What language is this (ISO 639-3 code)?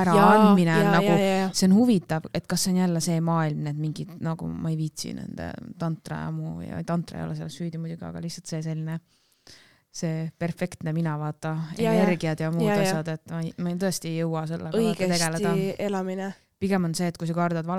est